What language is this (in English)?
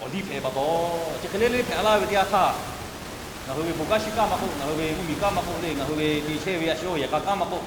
Lahu